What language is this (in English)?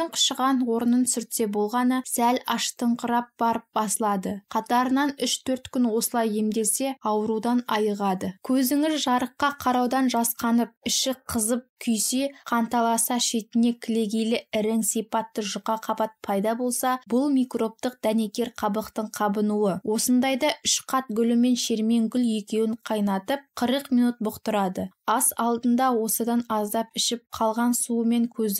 Kazakh